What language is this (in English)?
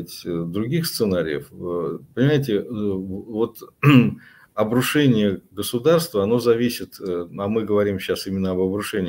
Russian